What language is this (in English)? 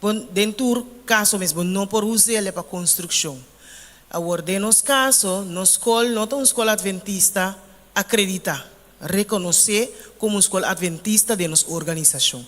Papiamento